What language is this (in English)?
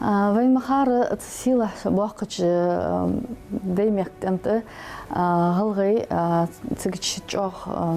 Ingush